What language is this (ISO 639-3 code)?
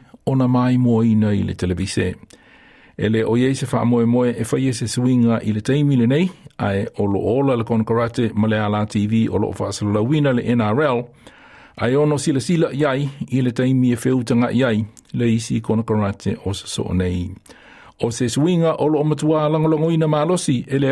smo